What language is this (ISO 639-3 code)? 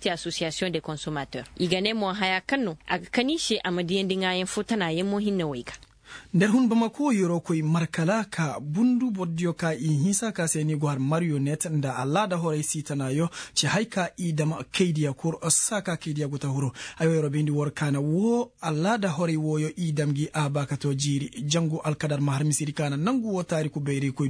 ses